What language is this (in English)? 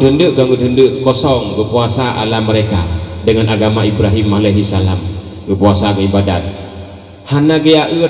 Achinese